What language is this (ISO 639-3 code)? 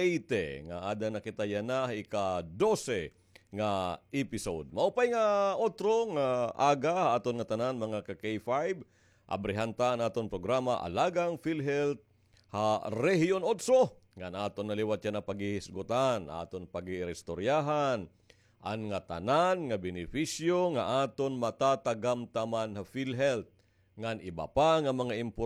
war